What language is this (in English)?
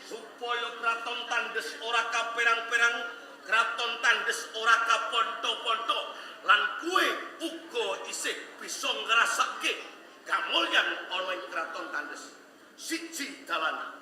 Javanese